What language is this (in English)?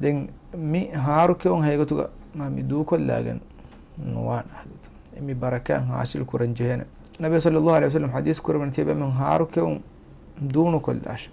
Divehi